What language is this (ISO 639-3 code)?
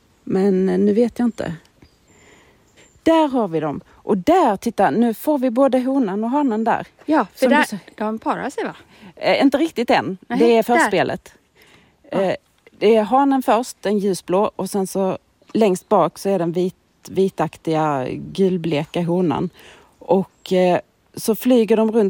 swe